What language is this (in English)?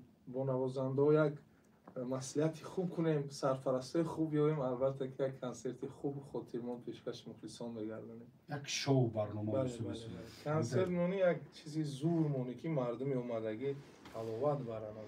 Tajik